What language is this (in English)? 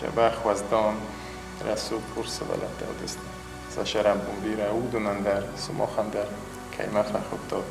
Ossetic